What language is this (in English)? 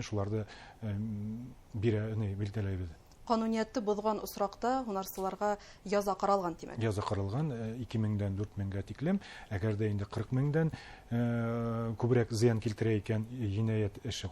Bashkir